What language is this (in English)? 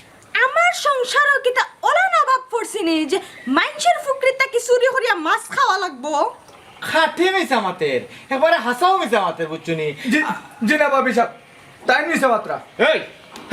Sylheti